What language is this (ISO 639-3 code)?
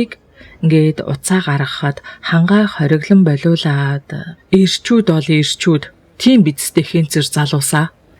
mon